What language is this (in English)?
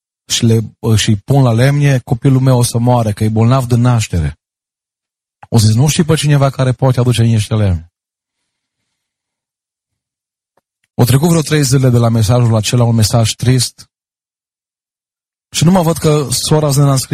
Romanian